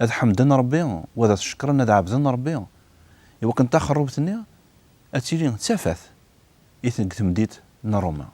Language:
Kabyle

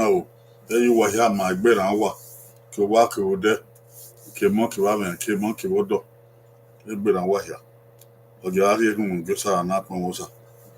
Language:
Bini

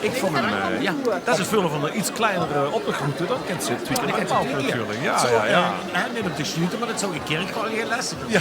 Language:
Limburgish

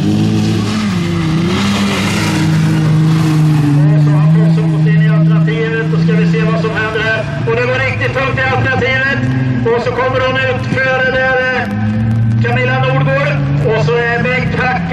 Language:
Swedish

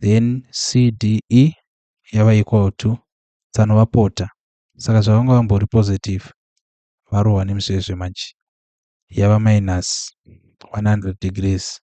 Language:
Shona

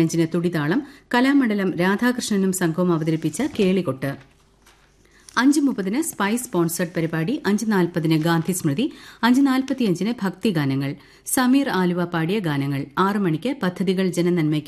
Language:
Malayalam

